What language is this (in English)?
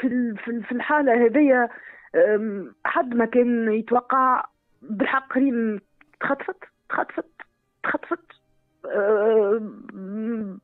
Tunisian Arabic